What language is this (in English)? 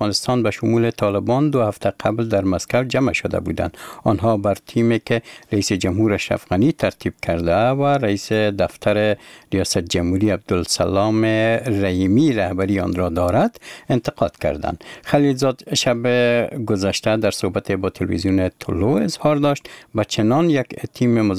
Persian